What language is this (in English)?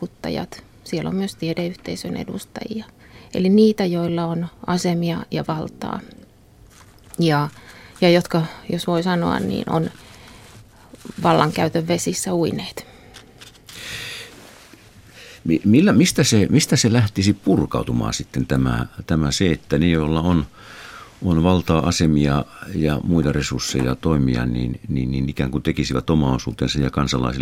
Finnish